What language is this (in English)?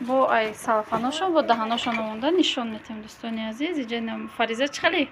Tajik